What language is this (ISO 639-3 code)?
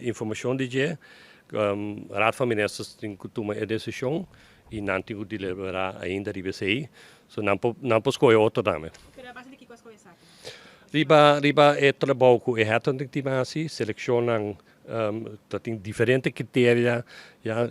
pap